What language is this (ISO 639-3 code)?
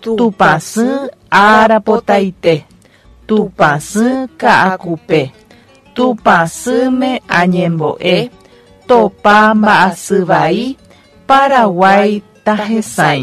grn